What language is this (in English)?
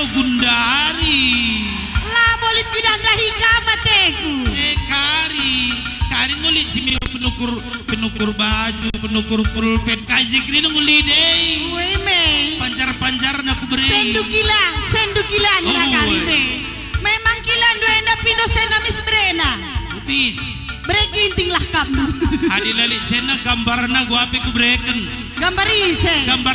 Batak Karo